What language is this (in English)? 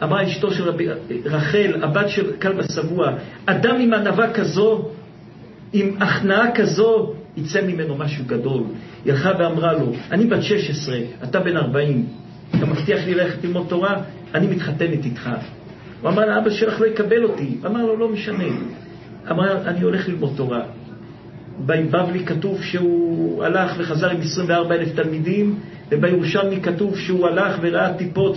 Hebrew